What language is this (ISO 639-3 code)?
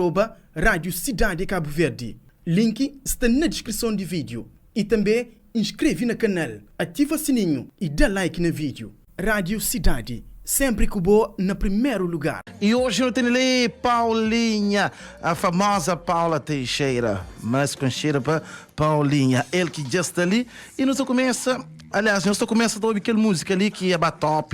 kea